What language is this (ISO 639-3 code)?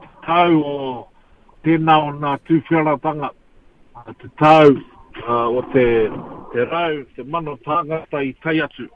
mri